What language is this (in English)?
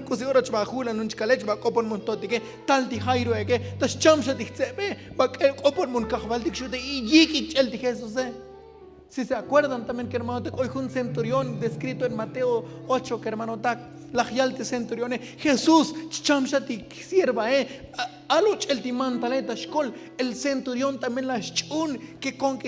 Tzotzil